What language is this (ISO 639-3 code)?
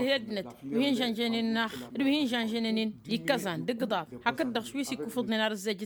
taq